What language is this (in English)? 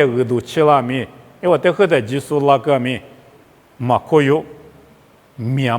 Lisu